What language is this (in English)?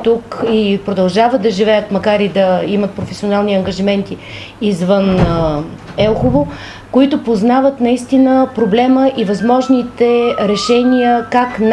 Bulgarian